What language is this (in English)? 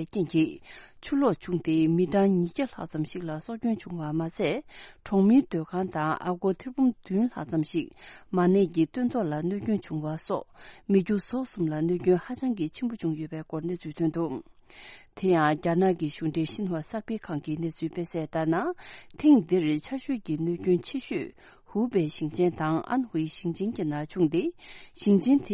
Tibetan